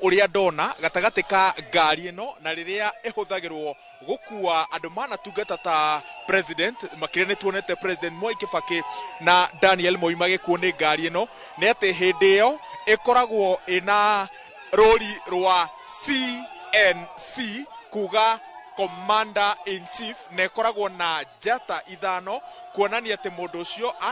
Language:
Kikuyu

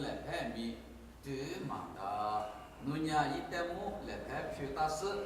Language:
Lisu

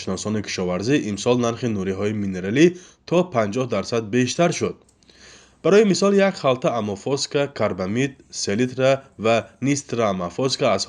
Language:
Tajik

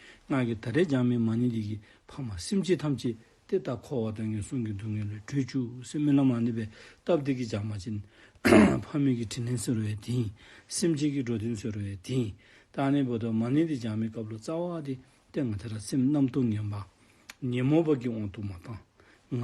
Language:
Dzongkha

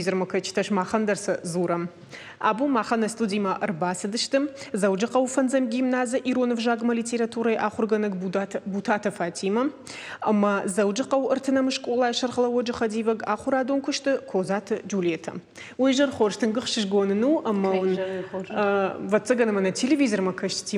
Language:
Ossetic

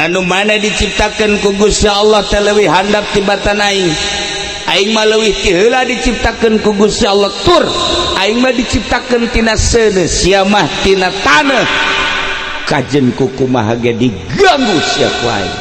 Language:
Sundanese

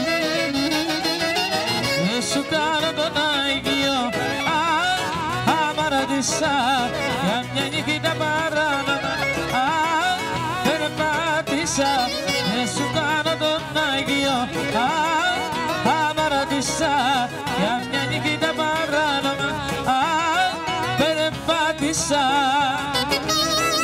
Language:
Greek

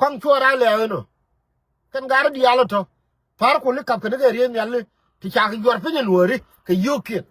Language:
Nuer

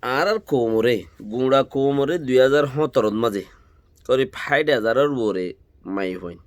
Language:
Rohingya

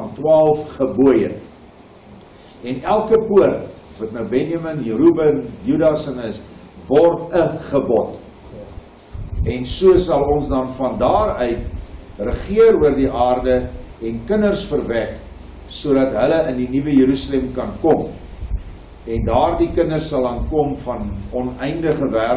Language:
Afrikaans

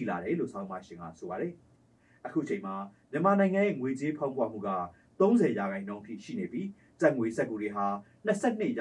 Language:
Burmese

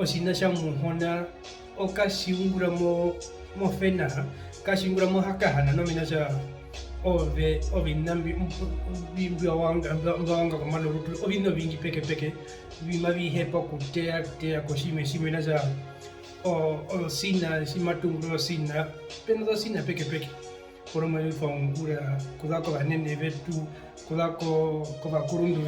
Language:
Herero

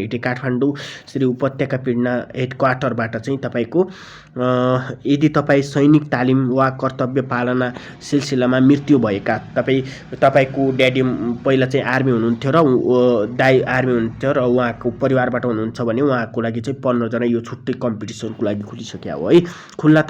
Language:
Nepali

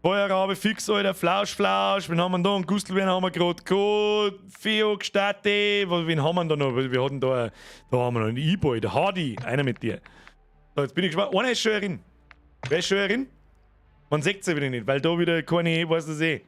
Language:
Bavarian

